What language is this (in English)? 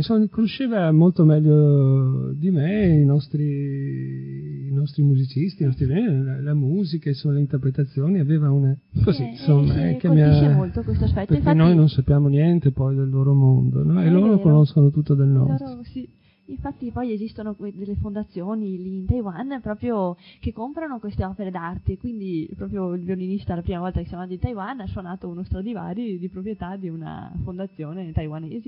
Italian